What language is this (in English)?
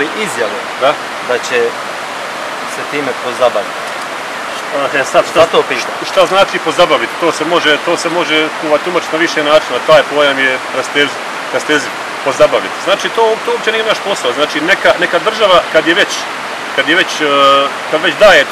Bosnian